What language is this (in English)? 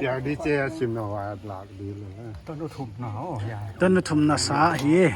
Paite Chin